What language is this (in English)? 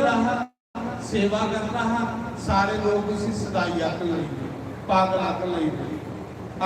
Dogri